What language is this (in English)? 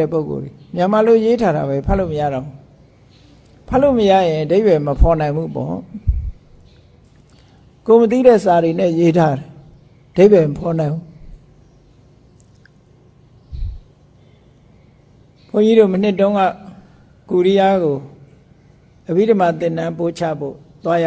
Burmese